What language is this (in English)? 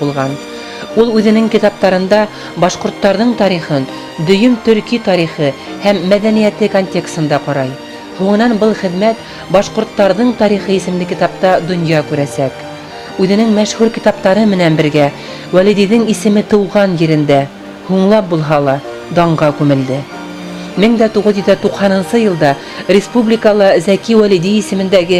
Bashkir